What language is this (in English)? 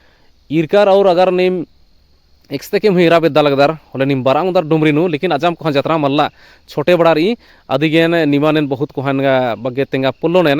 Kurukh